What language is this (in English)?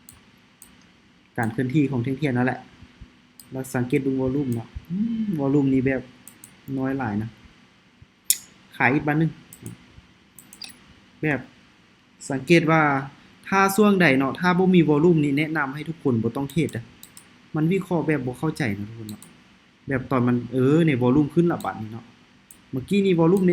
Lao